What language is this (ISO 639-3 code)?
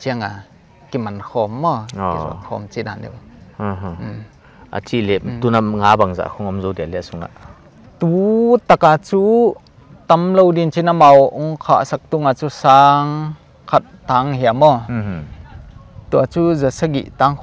pck